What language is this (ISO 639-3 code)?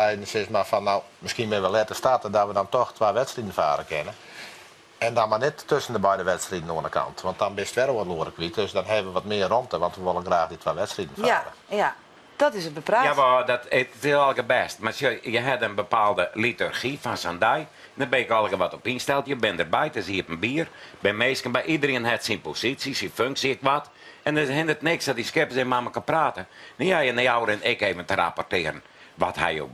fry